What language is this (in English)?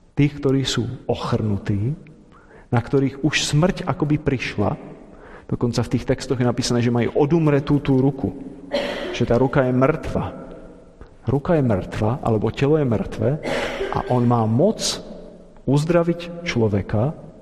Slovak